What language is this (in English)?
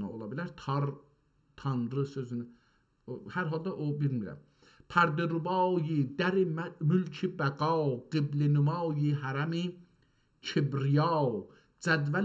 South Azerbaijani